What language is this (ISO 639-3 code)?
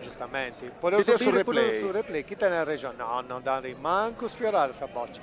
srd